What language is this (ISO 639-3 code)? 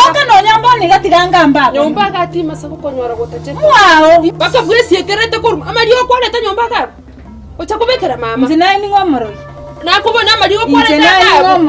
guz